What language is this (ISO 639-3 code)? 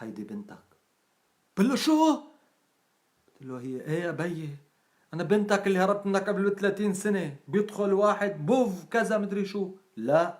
apc